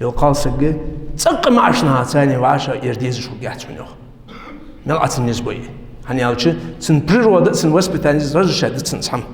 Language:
Ingush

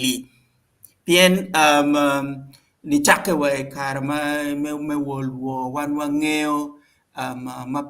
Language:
Acoli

